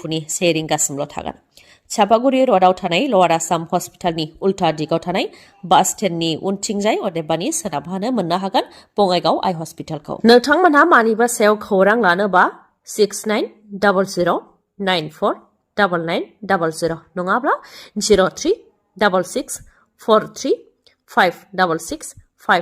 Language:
Bodo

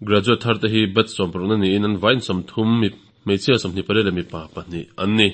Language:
Mizo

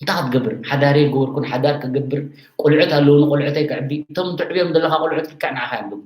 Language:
Tigrinya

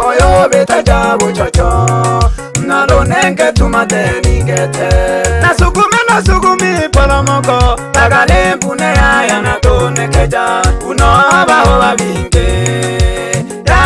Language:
Swahili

